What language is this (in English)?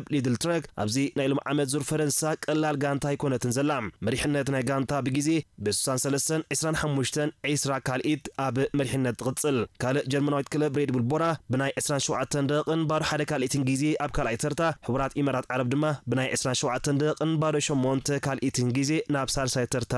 Tigrinya